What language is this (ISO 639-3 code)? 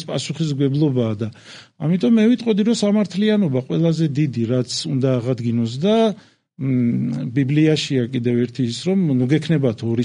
kat